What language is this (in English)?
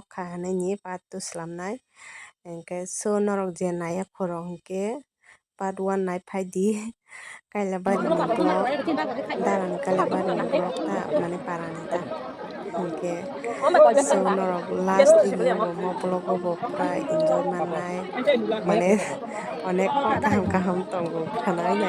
Kok Borok